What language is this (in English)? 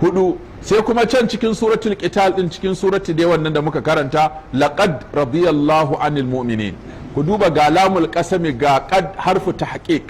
Hausa